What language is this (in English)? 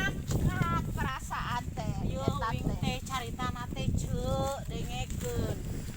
Sundanese